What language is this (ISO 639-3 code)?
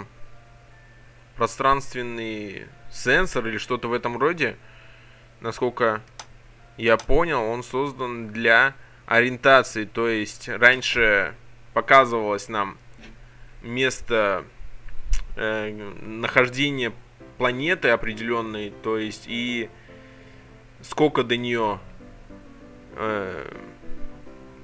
rus